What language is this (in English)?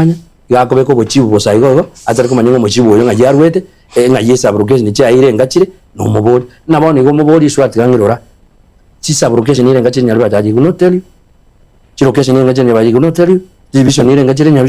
Gusii